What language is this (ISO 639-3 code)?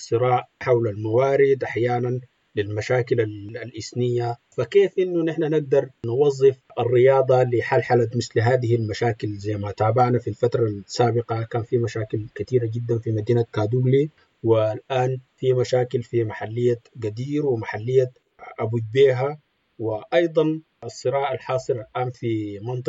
apd